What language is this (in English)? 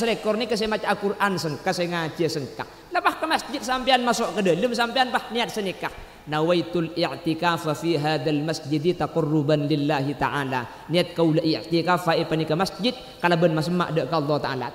Madurese